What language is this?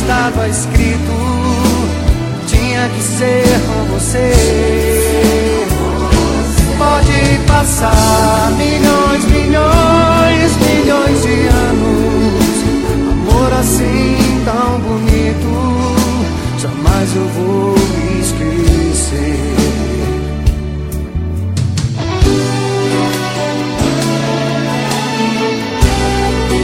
Portuguese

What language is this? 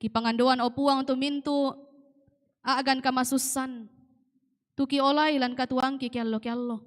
Toraja-Sa'dan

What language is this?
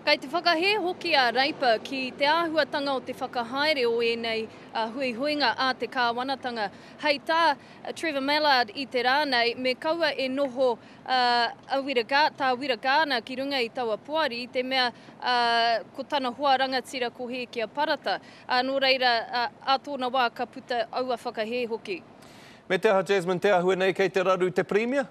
Māori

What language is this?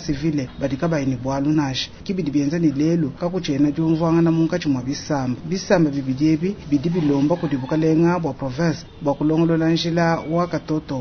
Luba-Lulua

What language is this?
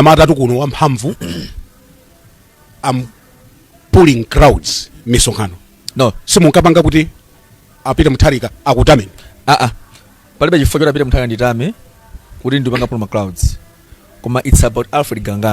Nyanja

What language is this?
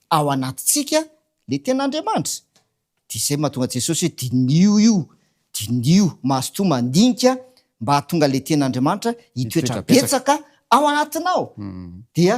Malagasy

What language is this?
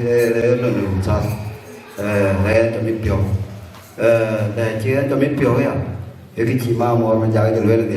Dinka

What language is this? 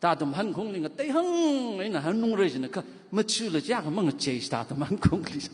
Tangkhul Naga (India)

